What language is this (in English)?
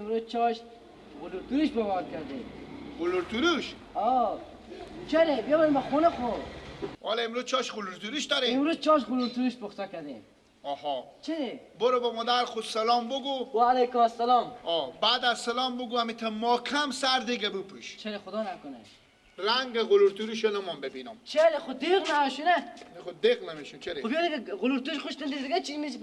Persian